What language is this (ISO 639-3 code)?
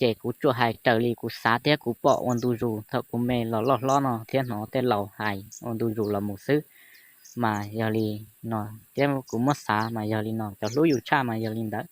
hmn